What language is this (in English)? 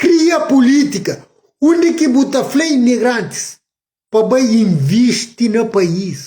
Kabuverdianu